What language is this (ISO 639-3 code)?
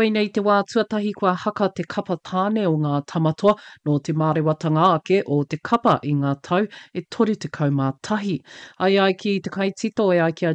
mri